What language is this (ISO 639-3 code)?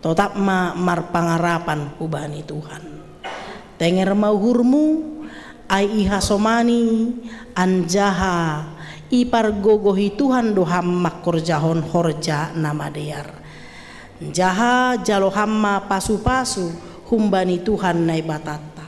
bts